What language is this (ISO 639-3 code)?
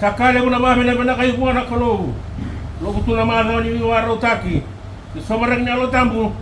fij